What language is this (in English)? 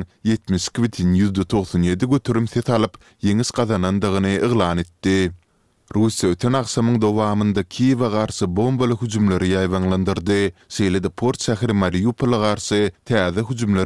Turkmen